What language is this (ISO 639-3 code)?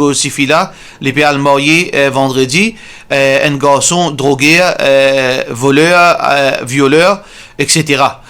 mfe